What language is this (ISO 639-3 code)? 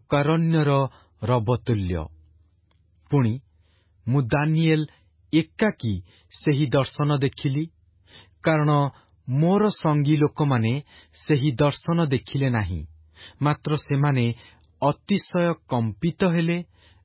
ori